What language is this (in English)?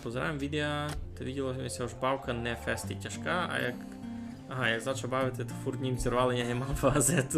Rusyn